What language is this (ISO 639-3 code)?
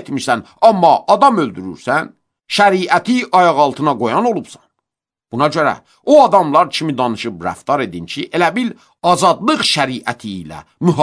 aze